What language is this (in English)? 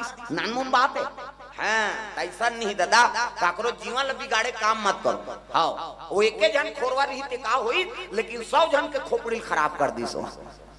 Chhattisgarhi